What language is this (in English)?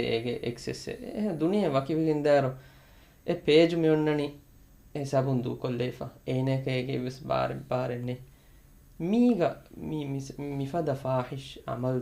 Divehi